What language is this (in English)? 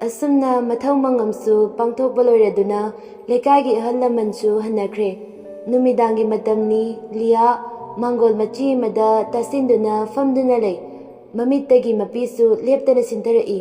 Manipuri